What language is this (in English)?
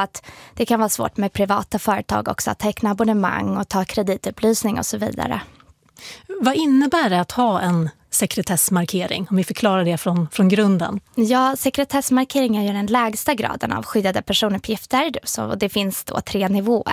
Swedish